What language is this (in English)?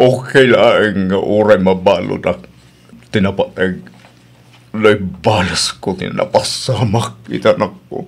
Iloko